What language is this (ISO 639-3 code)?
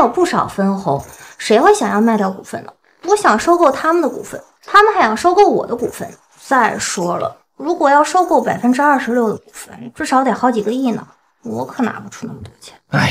zho